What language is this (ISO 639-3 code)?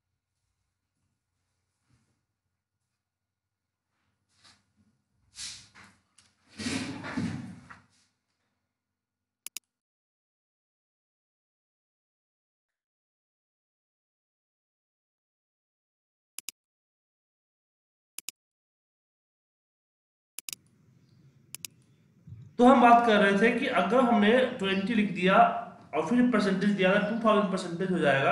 hin